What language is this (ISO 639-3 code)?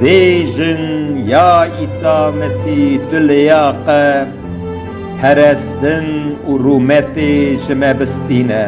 kur